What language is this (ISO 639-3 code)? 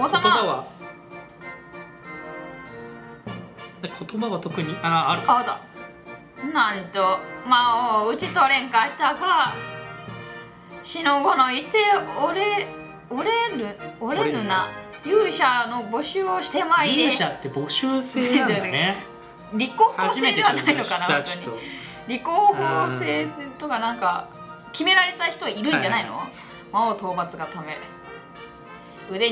jpn